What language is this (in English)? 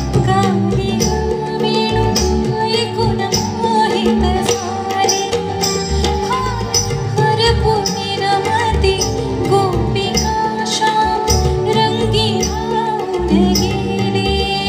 Marathi